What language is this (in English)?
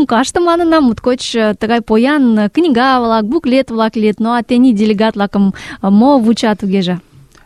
Mari